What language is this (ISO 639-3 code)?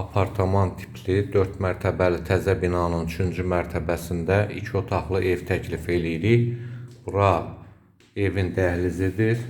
aze